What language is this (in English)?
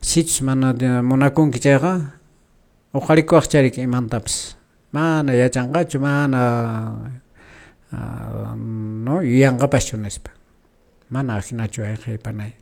Quechua